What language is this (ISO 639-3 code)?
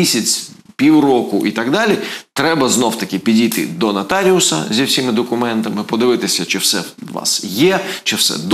ukr